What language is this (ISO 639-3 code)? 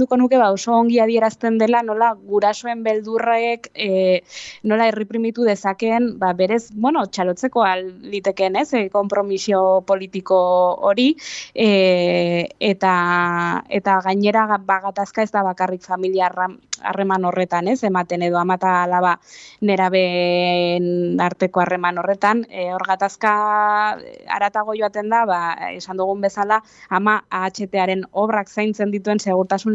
eus